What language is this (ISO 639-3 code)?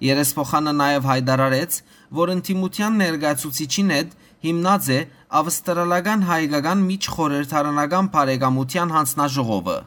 hyw